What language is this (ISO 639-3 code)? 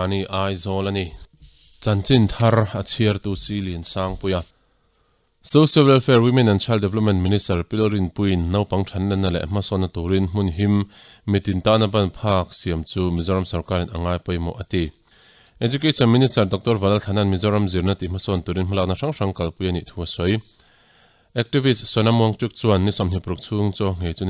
lus